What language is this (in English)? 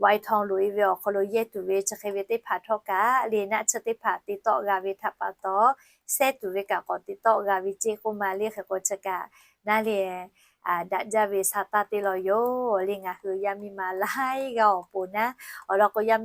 Lahu